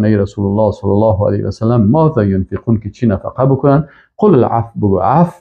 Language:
Persian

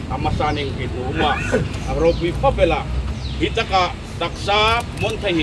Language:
Hmar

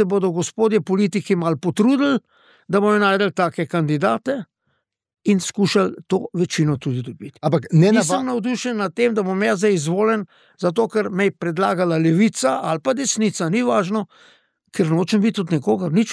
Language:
Slovenian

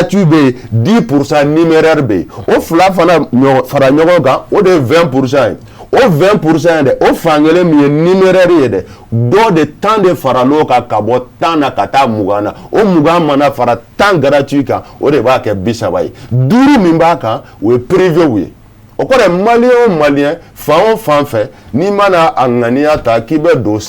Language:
Bambara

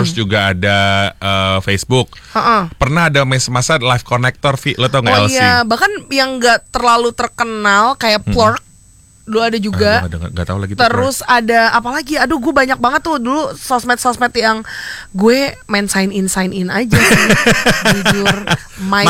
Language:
Indonesian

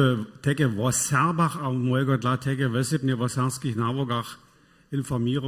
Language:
Upper Sorbian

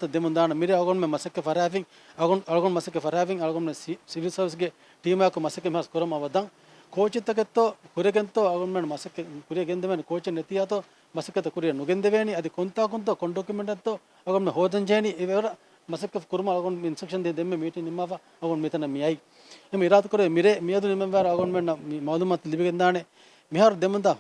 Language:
Divehi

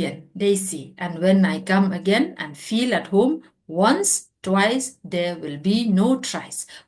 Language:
Khasi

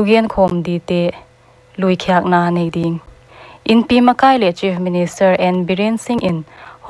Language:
Paite Chin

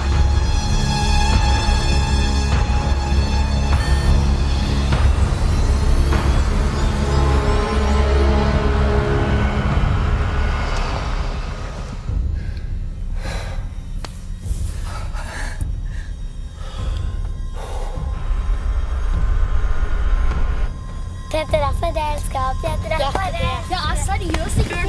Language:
Norwegian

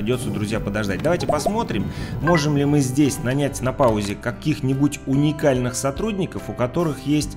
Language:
Russian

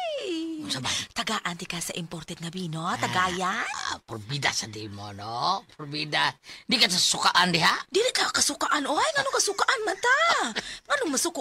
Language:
Cebuano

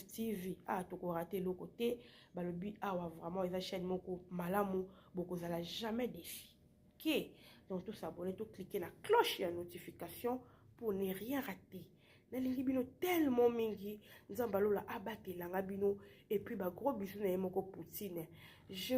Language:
Lingala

